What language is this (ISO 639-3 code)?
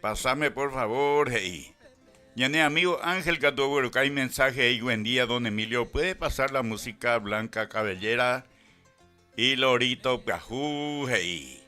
grn